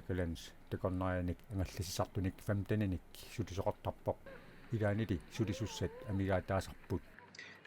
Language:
Kalaallisut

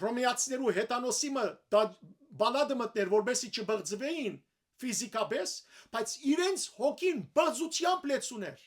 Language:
Western Armenian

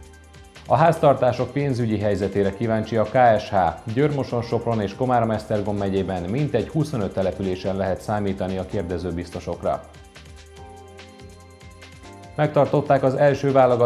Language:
Hungarian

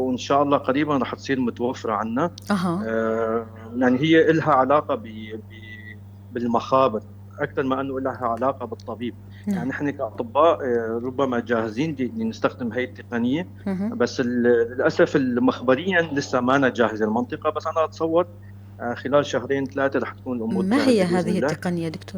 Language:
North Levantine Arabic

